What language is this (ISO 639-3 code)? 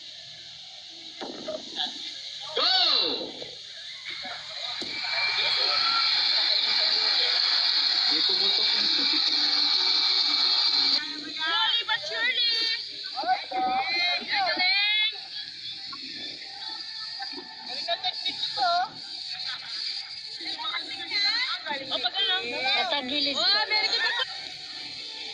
fil